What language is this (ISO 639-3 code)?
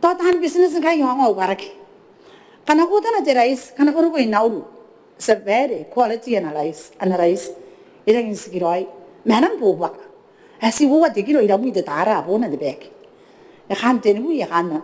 gil